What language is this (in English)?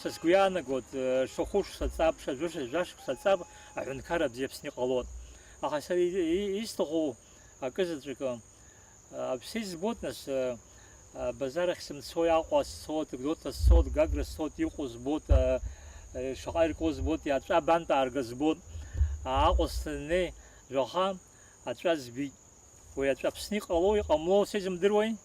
Abkhazian